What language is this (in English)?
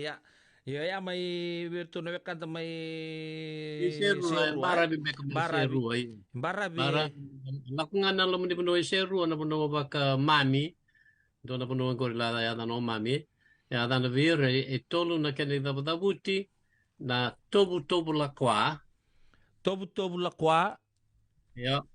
Fijian